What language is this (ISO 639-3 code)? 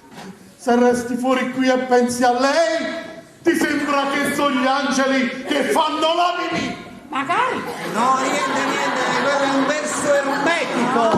nap